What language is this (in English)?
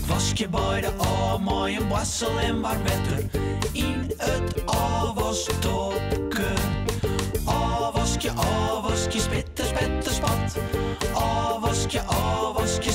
Western Frisian